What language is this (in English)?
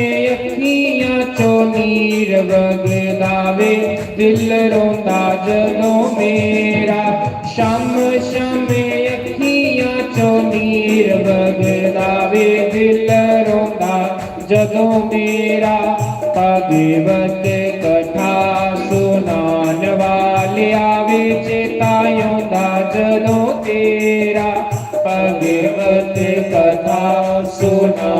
Dogri